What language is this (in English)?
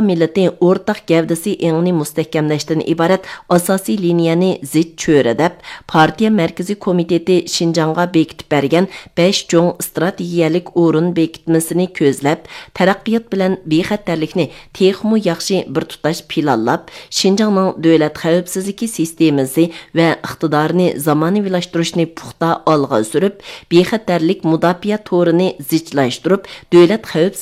Uyghur